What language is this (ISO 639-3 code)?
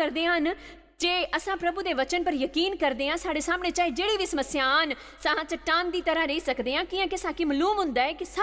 doi